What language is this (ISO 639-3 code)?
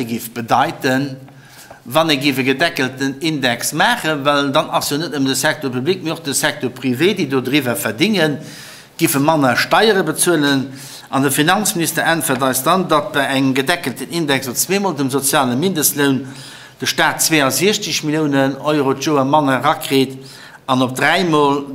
ltz